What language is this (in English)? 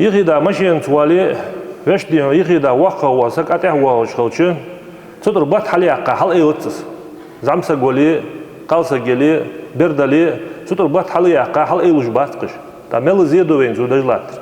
Ingush